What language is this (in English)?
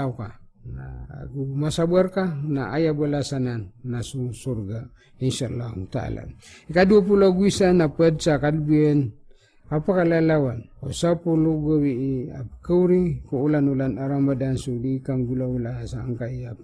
Maranao